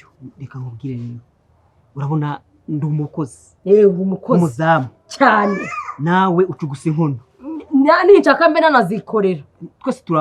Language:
Kinyarwanda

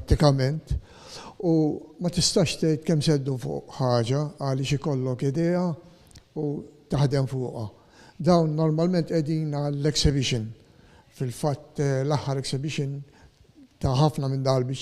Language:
Maltese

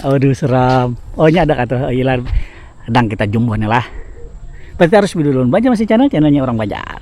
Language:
Banjar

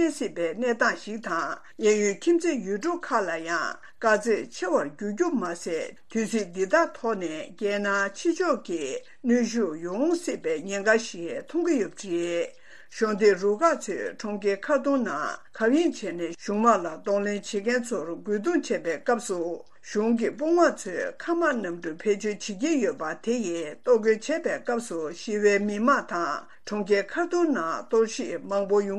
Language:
Tibetan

